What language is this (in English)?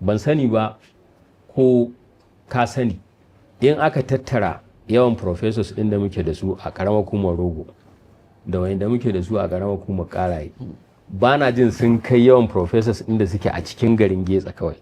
Hausa